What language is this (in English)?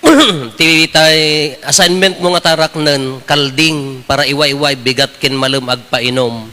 Iloko